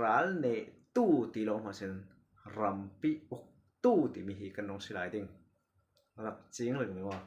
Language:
Falam Chin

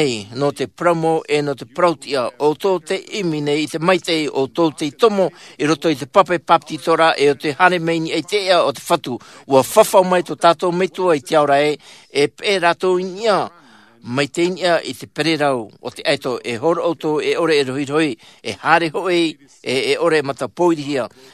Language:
Tahitian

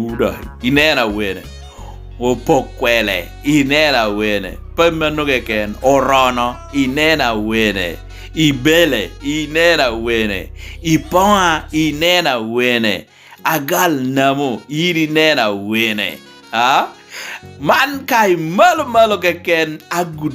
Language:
Lango (Uganda)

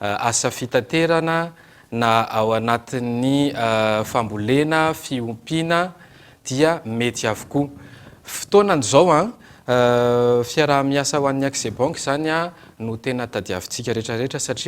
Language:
Malagasy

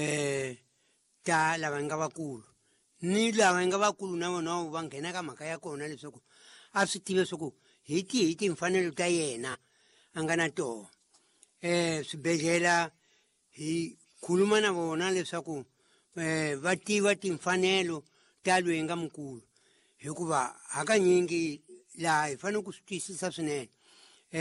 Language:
Tsonga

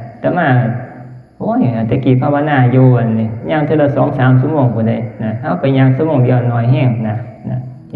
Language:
Northeastern Thai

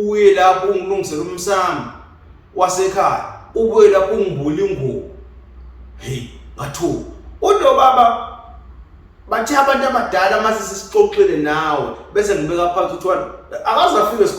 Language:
Zulu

